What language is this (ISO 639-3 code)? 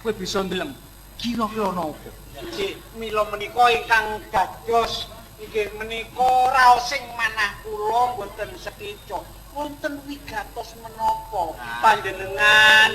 jav